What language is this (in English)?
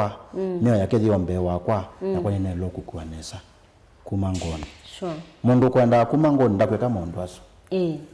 Kamba